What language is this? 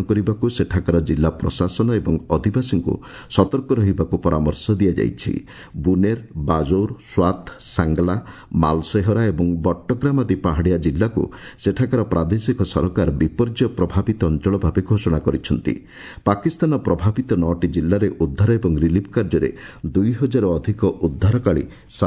Odia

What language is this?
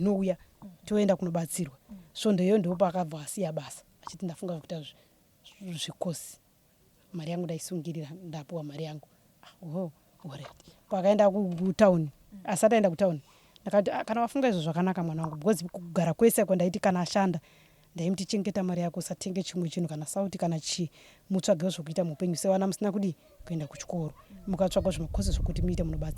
Shona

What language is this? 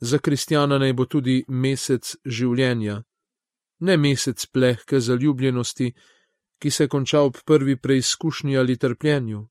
Slovenian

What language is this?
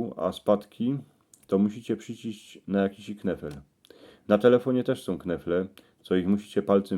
Silesian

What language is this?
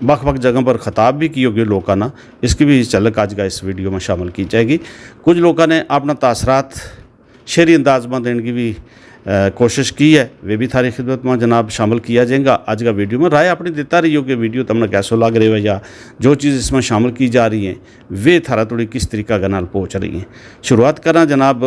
Gujari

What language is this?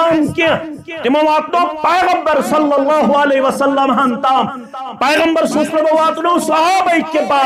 Kashmiri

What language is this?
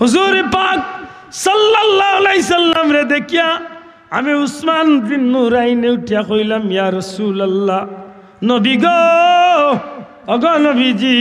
Sylheti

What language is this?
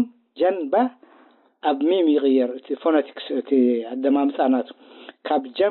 Tigrinya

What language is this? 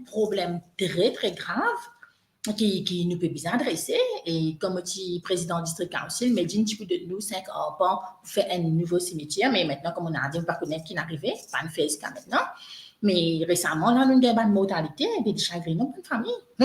Morisyen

